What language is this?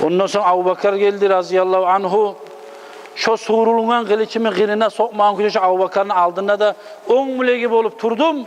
Kumyk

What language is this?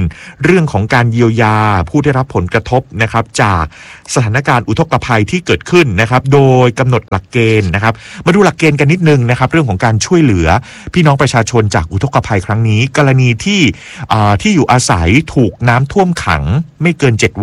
Thai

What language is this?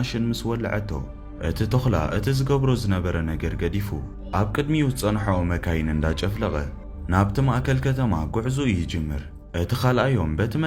Tigrinya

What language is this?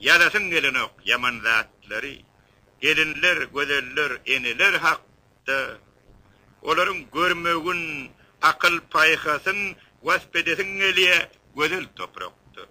Turkmen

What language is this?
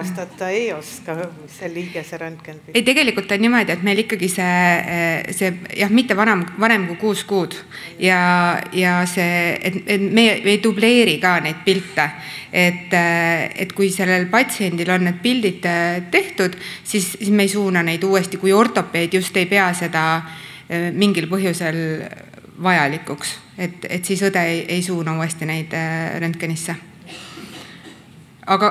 Estonian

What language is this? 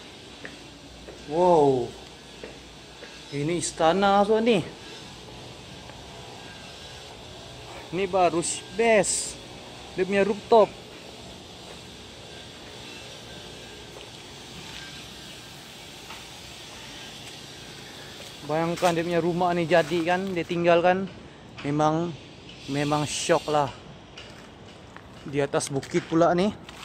Malay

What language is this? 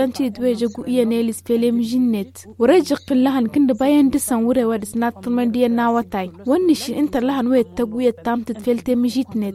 Tamasheq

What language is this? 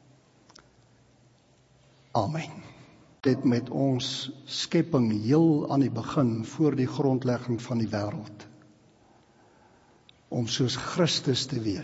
Afrikaans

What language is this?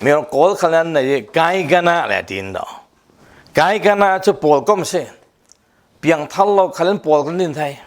Falam Chin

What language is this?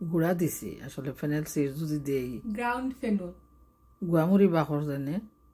Sylheti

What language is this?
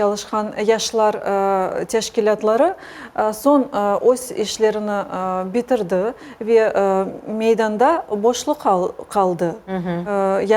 Crimean Tatar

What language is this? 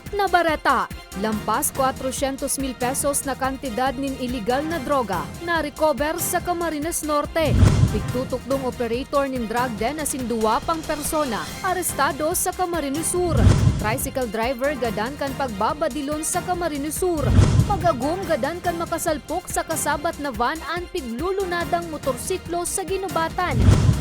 Bikol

